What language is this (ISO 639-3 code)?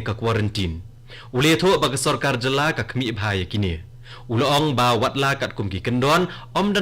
kha